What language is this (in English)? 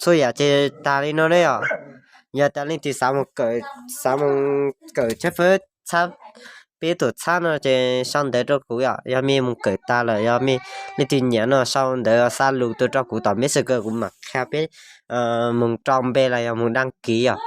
Hmong